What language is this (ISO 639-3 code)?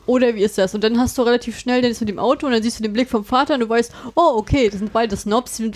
deu